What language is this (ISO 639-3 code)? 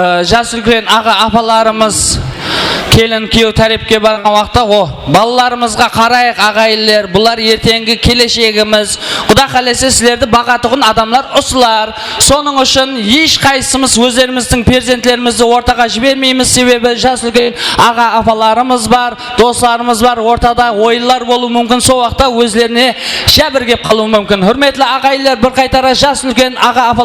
kaa